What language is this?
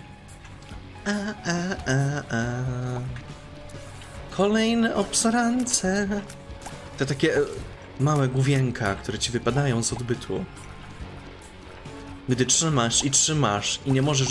Polish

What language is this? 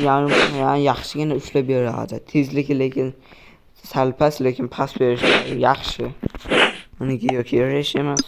Uzbek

